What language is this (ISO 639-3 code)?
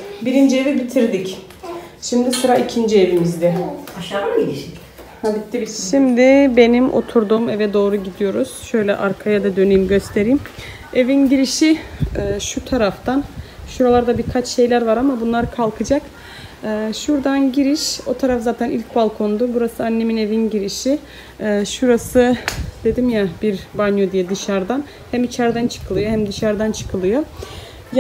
tur